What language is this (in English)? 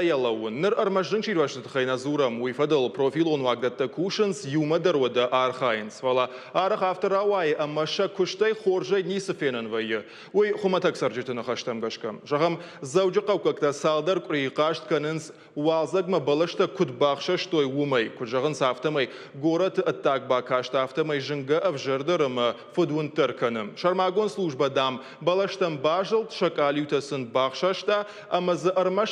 Ossetic